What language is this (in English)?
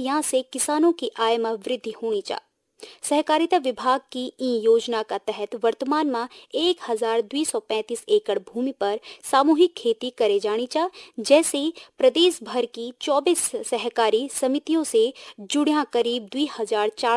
Garhwali